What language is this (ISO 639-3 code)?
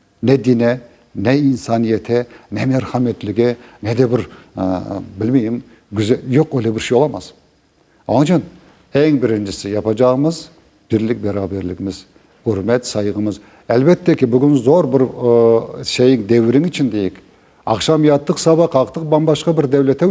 crh